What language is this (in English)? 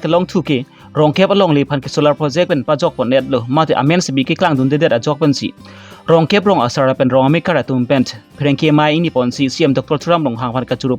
Karbi